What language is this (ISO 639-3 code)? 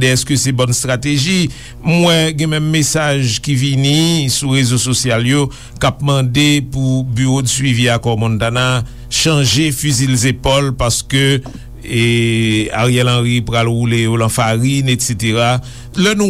hat